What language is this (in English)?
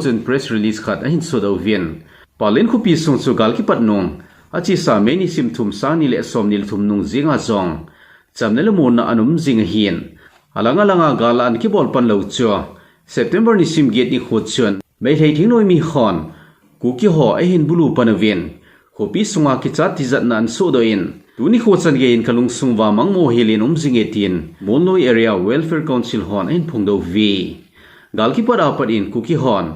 Thado Chin